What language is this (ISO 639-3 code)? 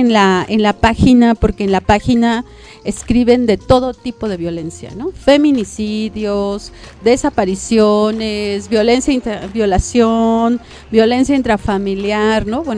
spa